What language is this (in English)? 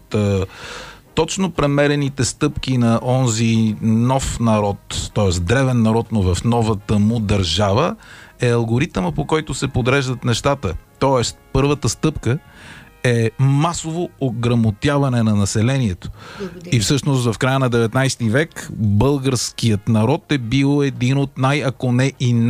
Bulgarian